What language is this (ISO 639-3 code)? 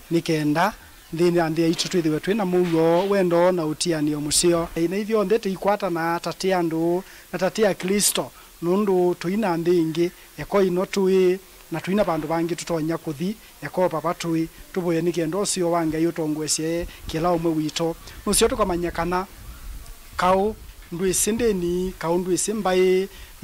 kam